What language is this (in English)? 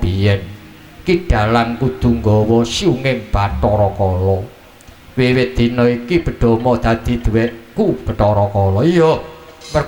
Javanese